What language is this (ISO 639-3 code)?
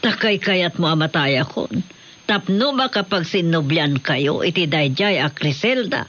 ilo